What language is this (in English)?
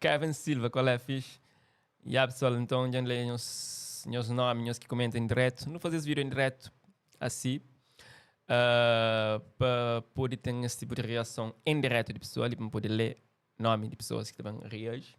Kabuverdianu